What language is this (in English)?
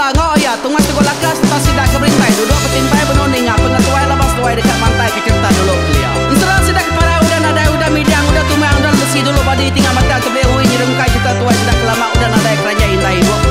Iban